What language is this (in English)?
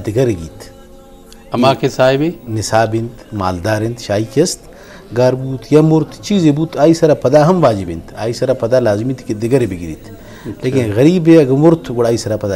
Eastern Balochi